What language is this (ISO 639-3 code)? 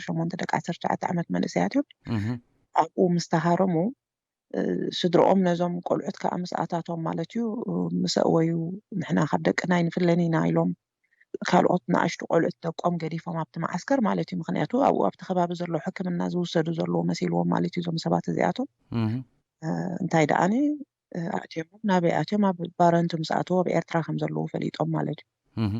tir